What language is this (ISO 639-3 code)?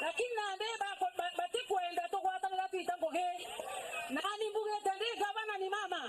mer